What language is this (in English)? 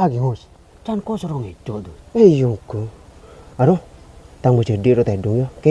Madurese